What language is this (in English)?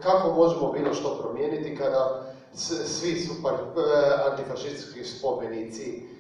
Croatian